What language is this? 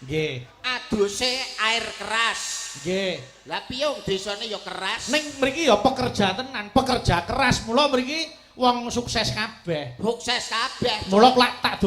Javanese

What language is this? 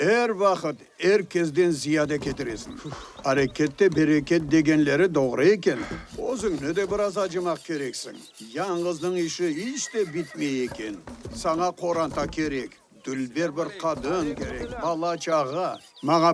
Crimean Tatar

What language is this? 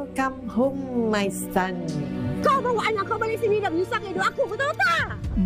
Malay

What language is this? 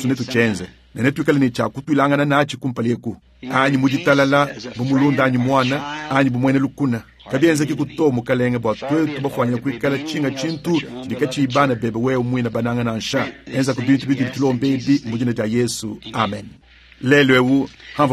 Luba-Lulua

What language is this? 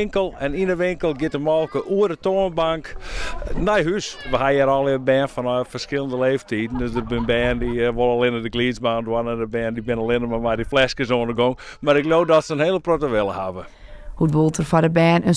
Western Frisian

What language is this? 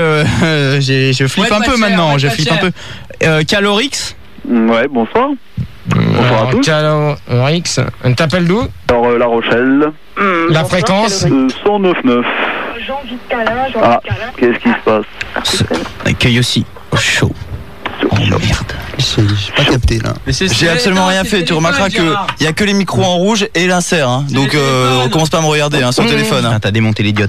French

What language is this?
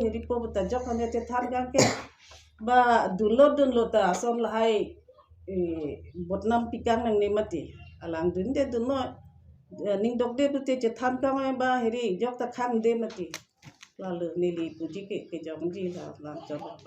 Karbi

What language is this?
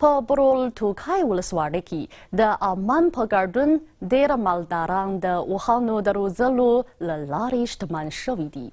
Pashto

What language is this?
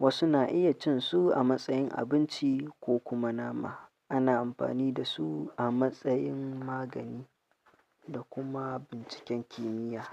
Hausa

